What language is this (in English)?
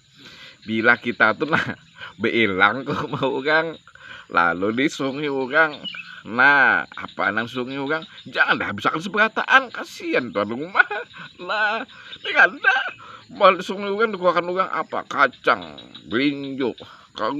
Banjar